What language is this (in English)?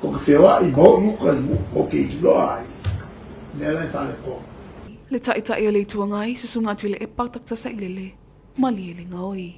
Samoan